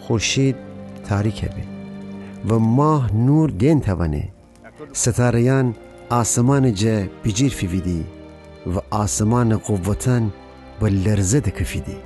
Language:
Gilaki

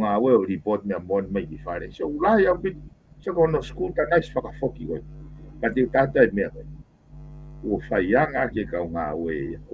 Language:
Tongan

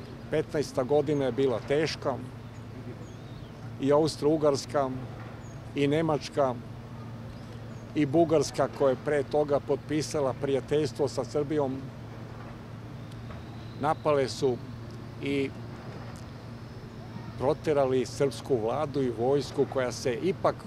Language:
Serbian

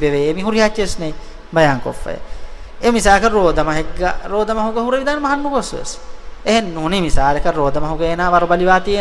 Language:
Divehi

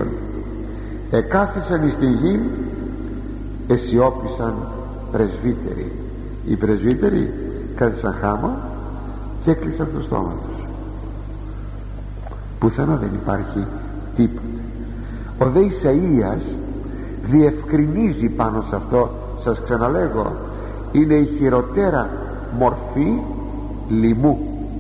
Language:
Greek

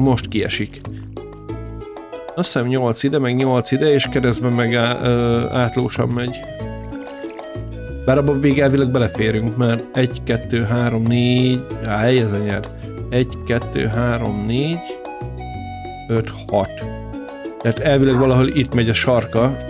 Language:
Hungarian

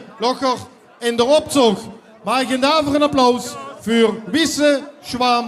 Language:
Limburgish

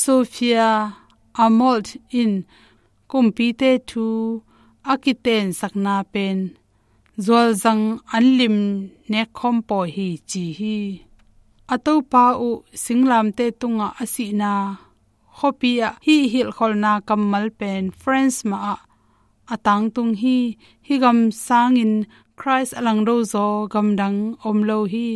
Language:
Tedim Chin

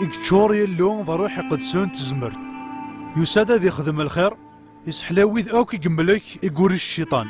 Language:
Kabyle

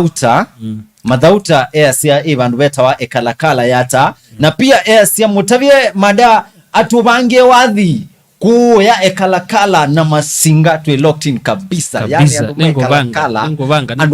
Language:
Kamba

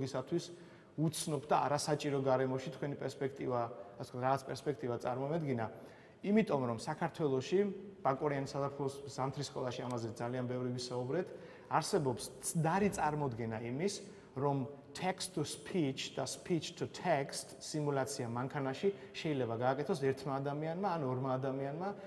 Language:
Georgian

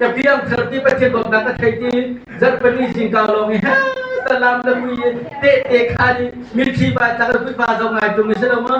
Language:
Hakha Chin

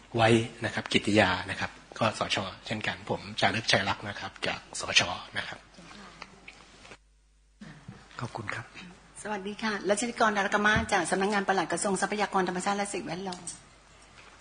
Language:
Thai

